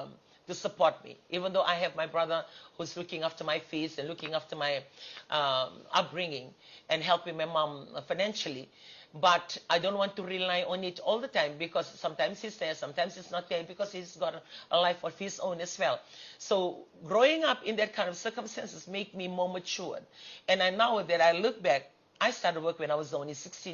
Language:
Fijian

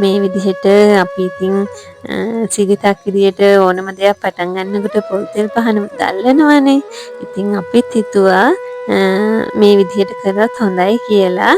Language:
Sinhala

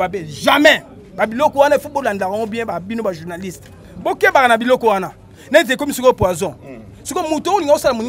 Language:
Lingala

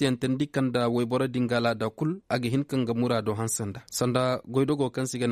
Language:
Koyraboro Senni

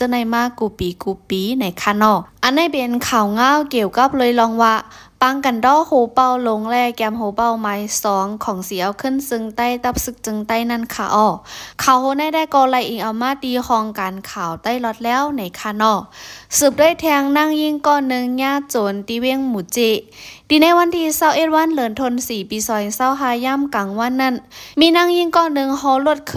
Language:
Shan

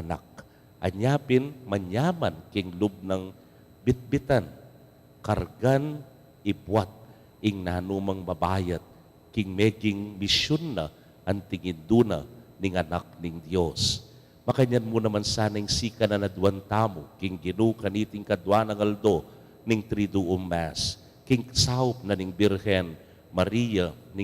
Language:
Pampanga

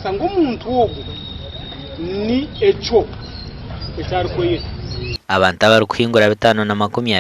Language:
Nyankole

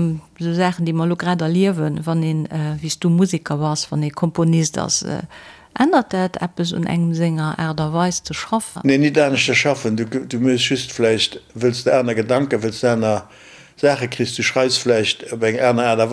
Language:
Luxembourgish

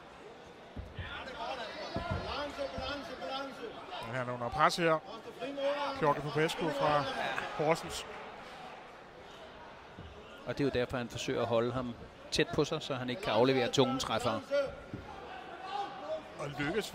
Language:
Danish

